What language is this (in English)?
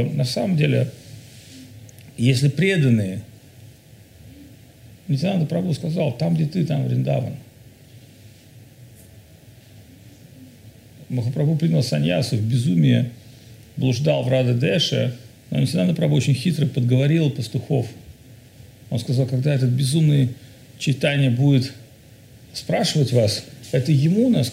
Russian